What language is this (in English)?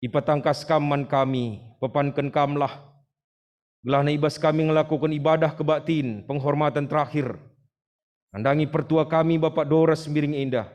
Batak Karo